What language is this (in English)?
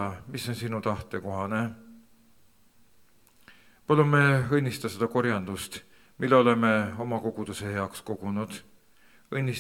Estonian